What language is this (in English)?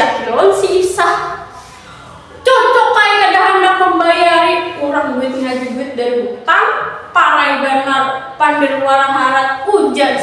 Banjar